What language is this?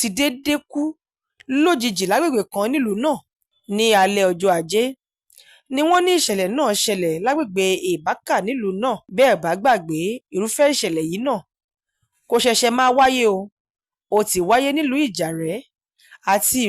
Yoruba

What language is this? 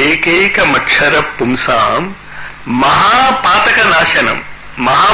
Telugu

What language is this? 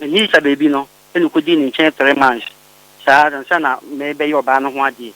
Akan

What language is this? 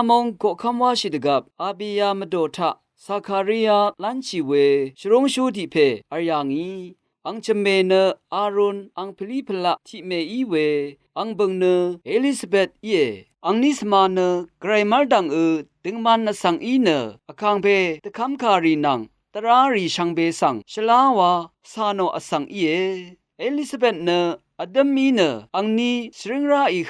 Rawang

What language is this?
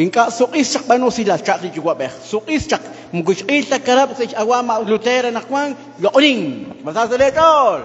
Kekchí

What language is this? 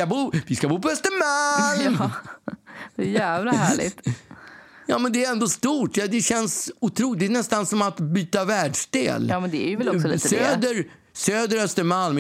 Swedish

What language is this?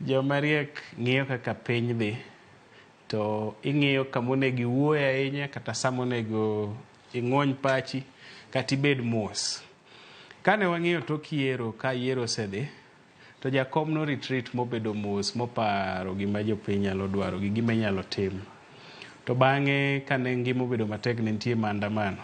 Luo (Kenya and Tanzania)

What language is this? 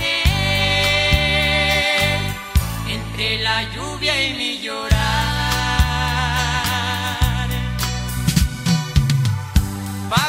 Spanish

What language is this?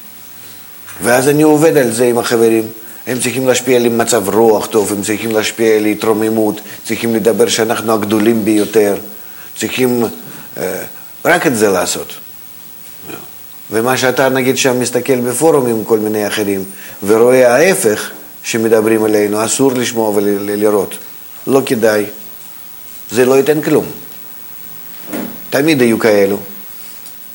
Hebrew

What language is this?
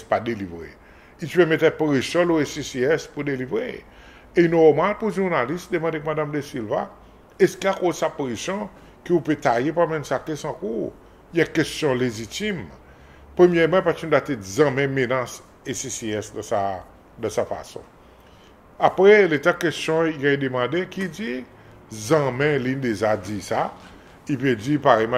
Seselwa Creole French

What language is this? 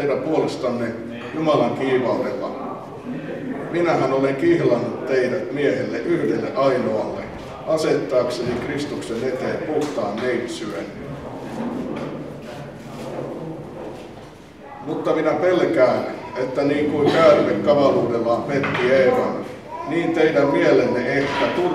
Finnish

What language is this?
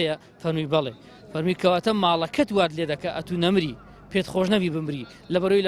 Central Kurdish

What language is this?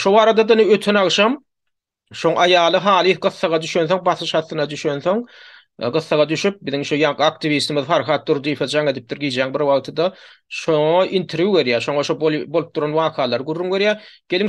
Turkmen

